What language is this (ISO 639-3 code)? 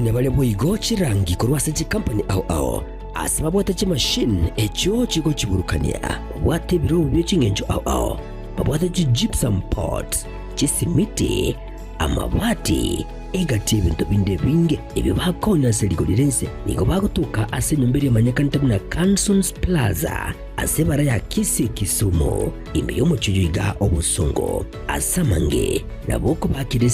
guz